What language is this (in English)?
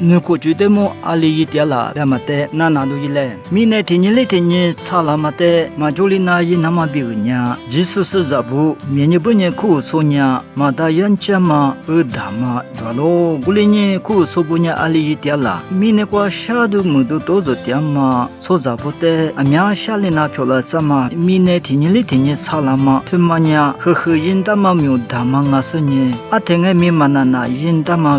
Lisu